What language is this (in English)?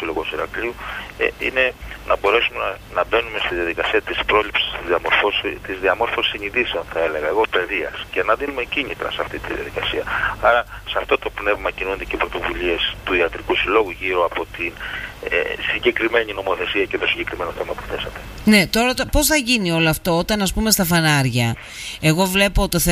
Greek